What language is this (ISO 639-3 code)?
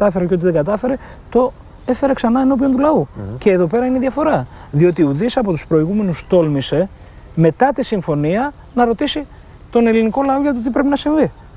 ell